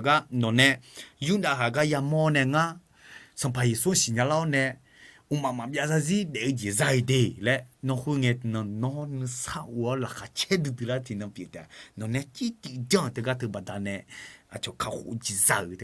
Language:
Akha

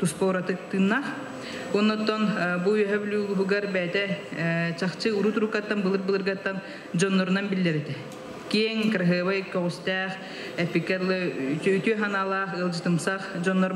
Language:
Yakut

